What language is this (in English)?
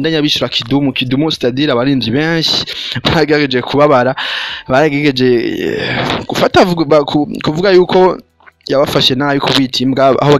Rundi